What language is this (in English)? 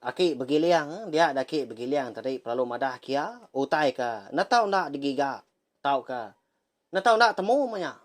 Iban